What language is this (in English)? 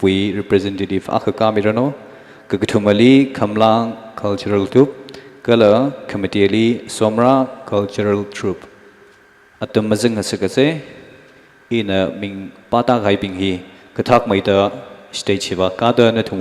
Tangkhul Naga (India)